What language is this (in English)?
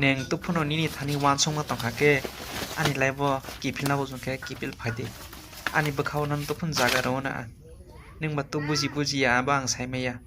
Kok Borok